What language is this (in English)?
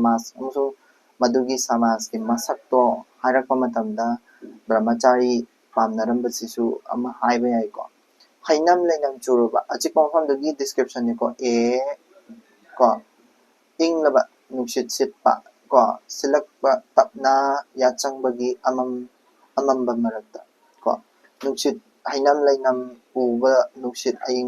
Manipuri